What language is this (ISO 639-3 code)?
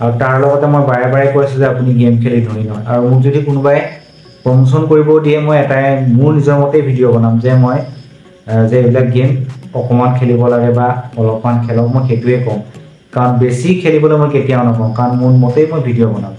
asm